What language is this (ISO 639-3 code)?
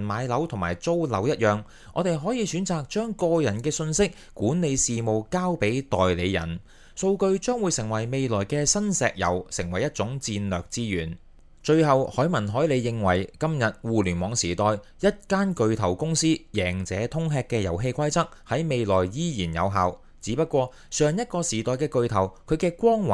yue